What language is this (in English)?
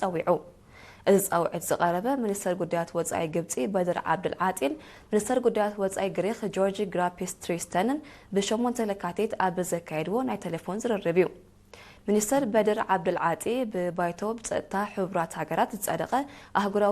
Tigrinya